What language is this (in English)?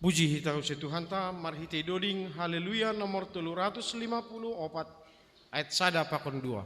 Batak Simalungun